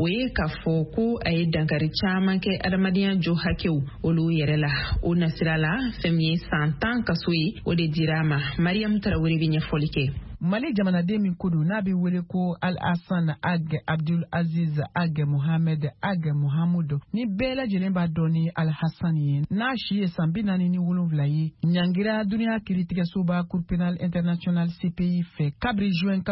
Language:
Bambara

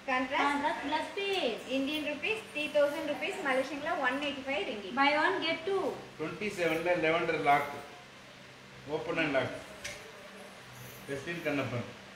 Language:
Tamil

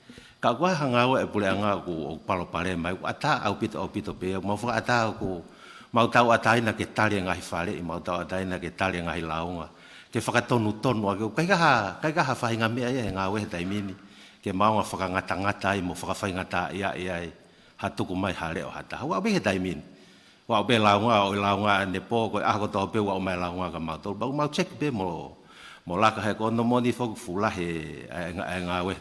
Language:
Tongan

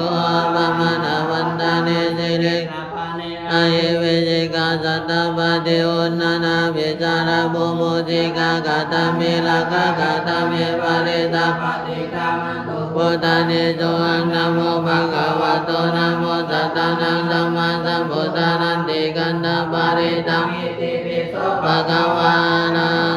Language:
Pali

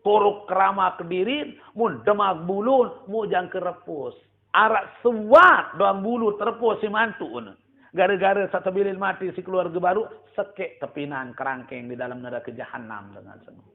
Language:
Sasak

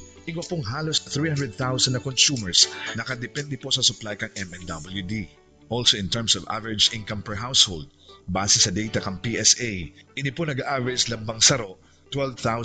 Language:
Bikol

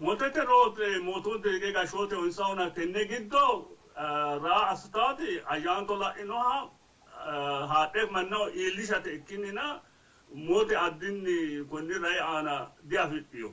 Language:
Sidamo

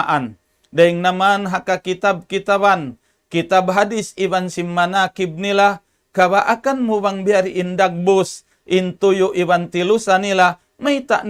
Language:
Tausug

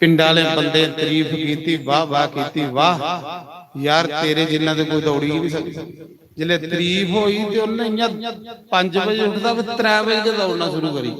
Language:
Dogri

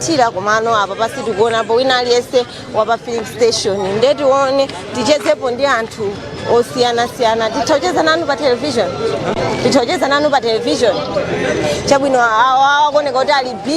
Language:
Nyanja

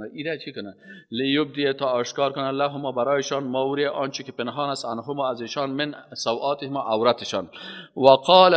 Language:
Persian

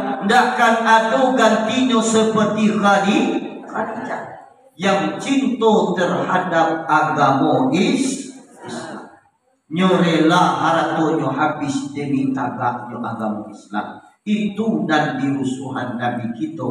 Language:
Minangkabau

